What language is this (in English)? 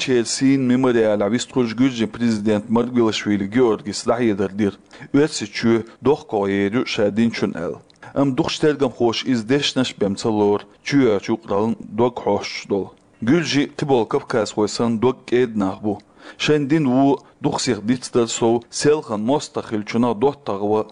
Chechen